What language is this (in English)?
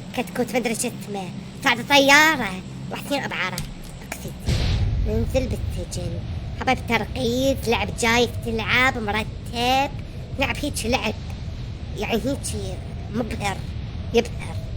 Mesopotamian Arabic